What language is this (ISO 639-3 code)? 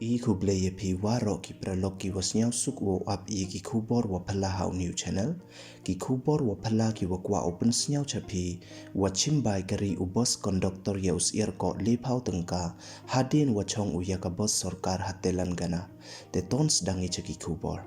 pbv